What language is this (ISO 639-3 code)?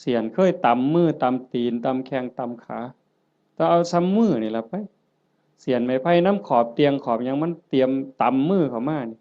tts